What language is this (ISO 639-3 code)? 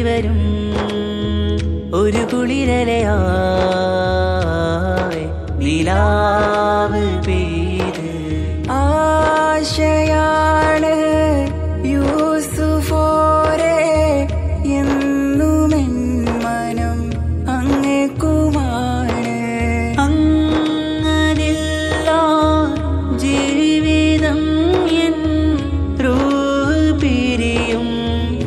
mal